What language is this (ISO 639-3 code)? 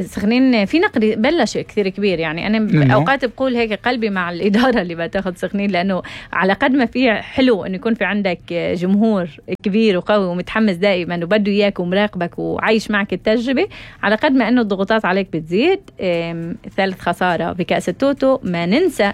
apc